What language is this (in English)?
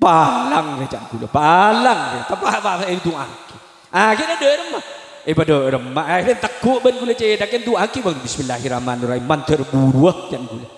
Madurese